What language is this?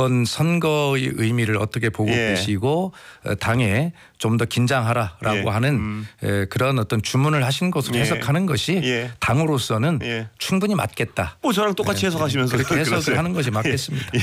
Korean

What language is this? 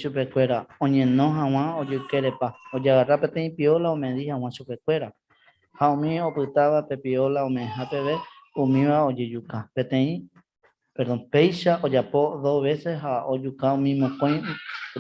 Guarani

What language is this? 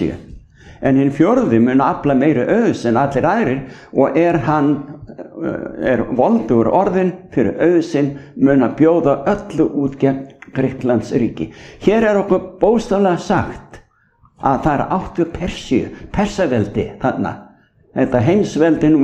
Icelandic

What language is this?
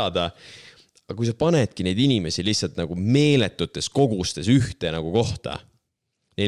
Estonian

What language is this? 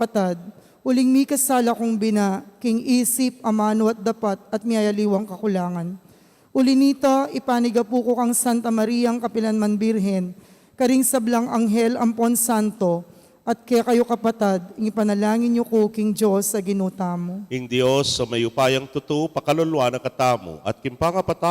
Pampanga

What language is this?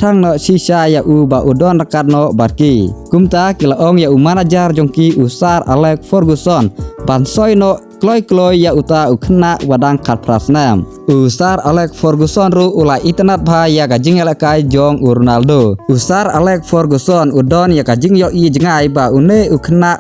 Khasi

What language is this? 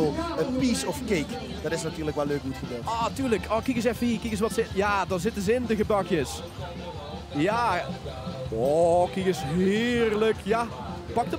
Limburgish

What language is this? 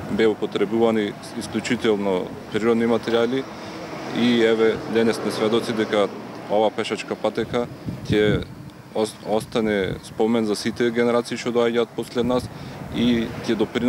Macedonian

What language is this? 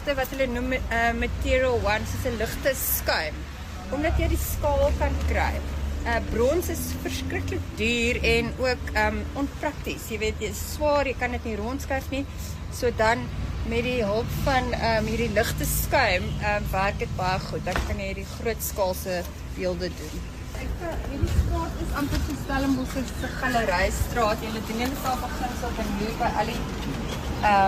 Afrikaans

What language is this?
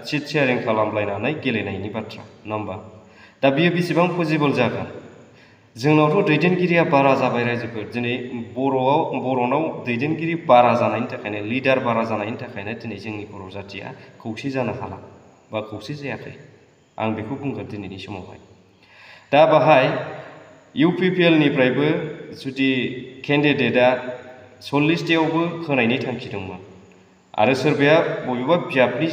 Bodo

